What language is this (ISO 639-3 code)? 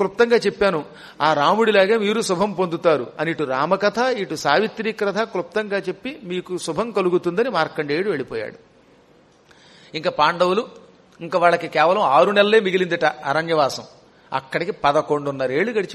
tel